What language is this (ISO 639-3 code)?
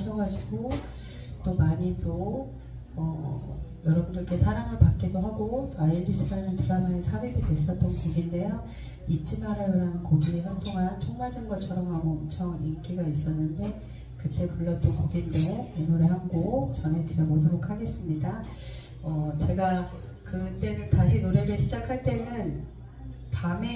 kor